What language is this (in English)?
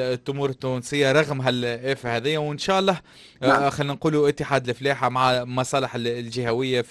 Tunisian Arabic